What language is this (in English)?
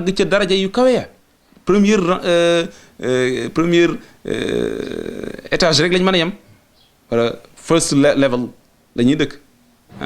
Wolof